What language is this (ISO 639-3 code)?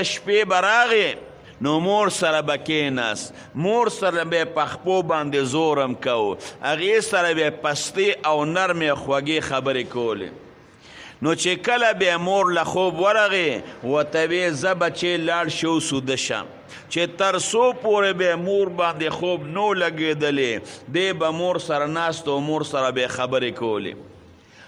pus